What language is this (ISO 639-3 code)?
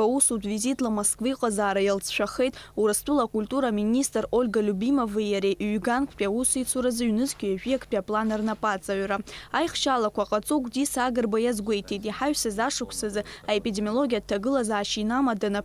abk